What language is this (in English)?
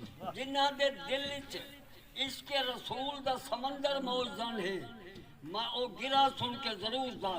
Saraiki